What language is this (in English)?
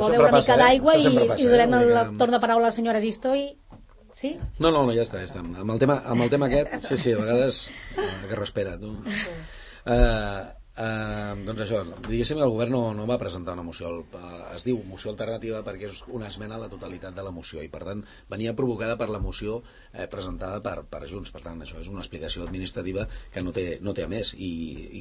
Catalan